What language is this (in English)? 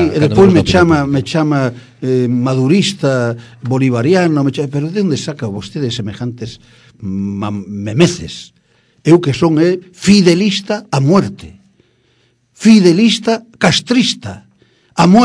Galician